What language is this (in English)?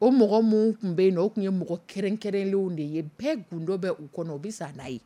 Dyula